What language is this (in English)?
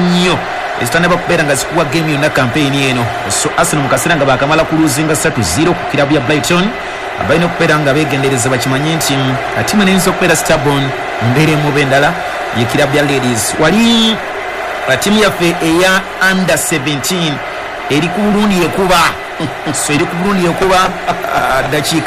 Ganda